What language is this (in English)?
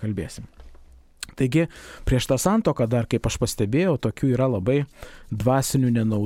Lithuanian